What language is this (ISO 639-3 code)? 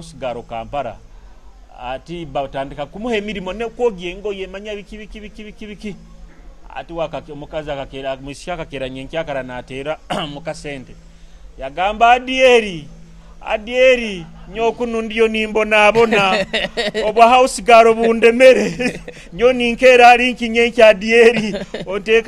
nyo